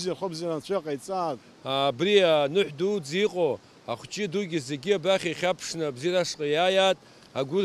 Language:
Abkhazian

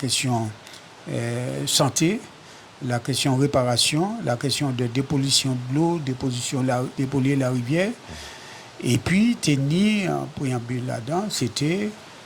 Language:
Guadeloupean Creole French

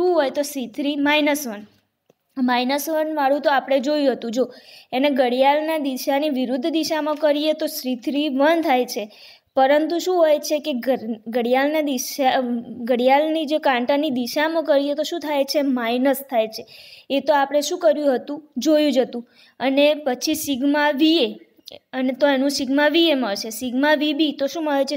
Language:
Gujarati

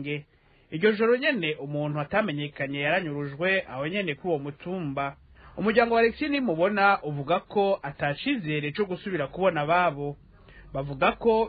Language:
Rundi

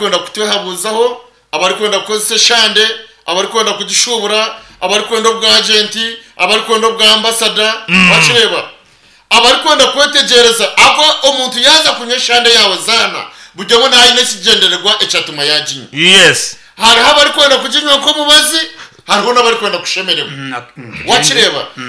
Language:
Nyankole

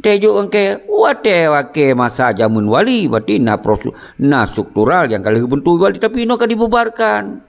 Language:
Achinese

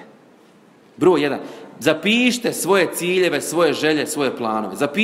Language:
Bosnian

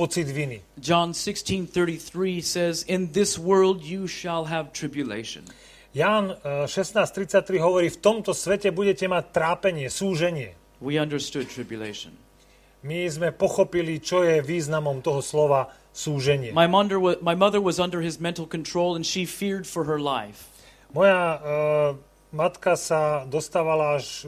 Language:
Slovak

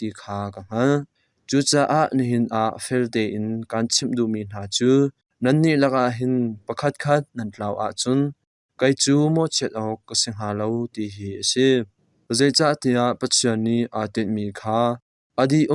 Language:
Hakha Chin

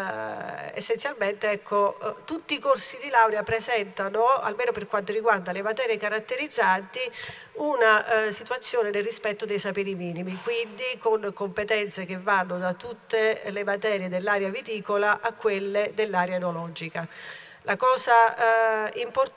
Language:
Italian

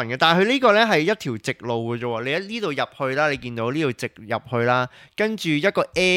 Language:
Cantonese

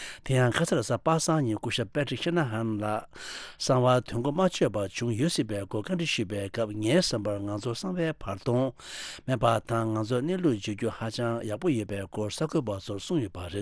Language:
Tibetan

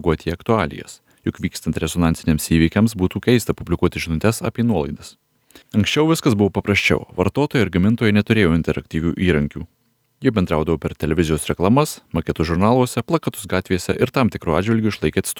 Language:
Lithuanian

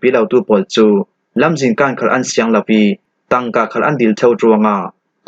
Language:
Falam Chin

